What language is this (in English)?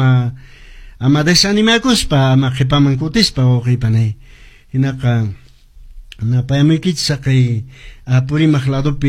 Quechua